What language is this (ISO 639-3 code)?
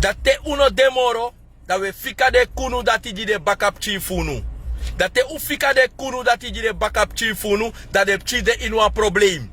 srn